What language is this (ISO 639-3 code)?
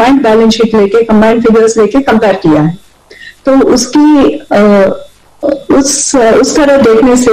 hin